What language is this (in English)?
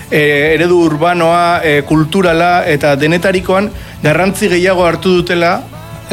Basque